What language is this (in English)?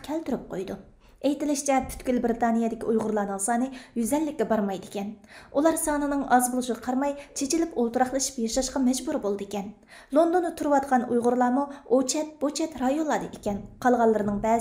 Uyghur